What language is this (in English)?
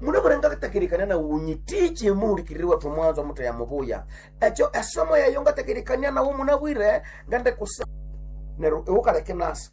Nande